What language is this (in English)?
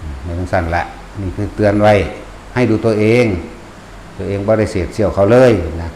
Northeastern Thai